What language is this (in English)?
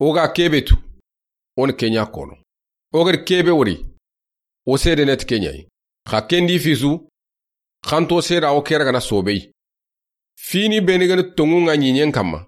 Soninke